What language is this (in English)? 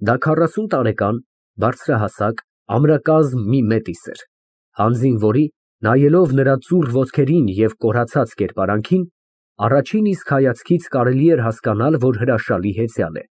Armenian